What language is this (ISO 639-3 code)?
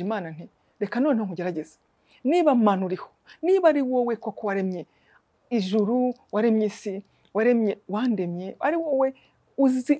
kin